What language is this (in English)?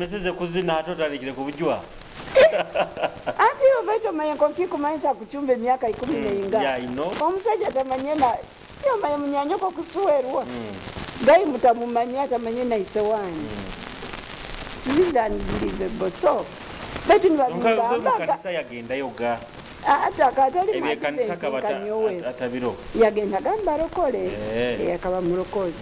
Nyoro